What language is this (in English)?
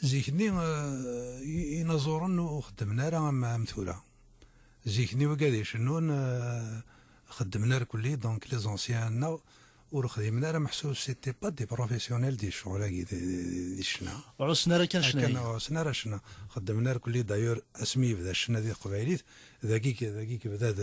Kabyle